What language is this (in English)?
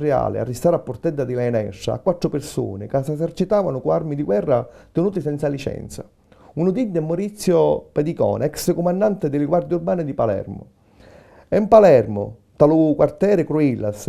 Sicilian